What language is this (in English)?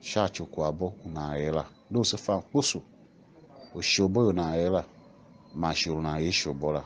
Tiv